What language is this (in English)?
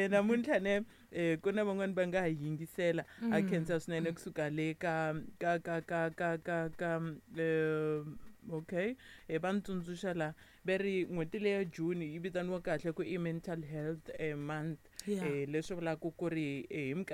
Tsonga